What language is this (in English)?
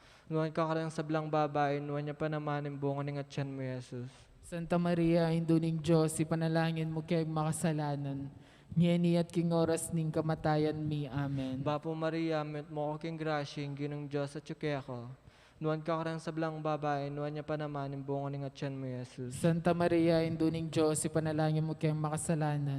Pampanga